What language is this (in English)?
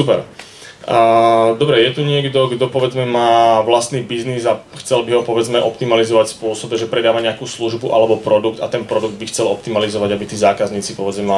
Slovak